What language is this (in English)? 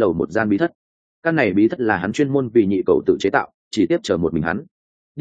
Vietnamese